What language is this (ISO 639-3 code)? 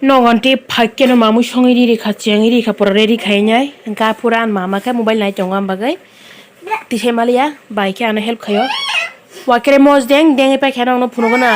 trp